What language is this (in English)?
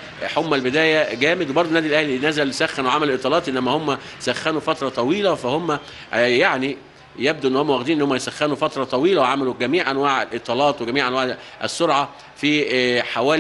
Egyptian Arabic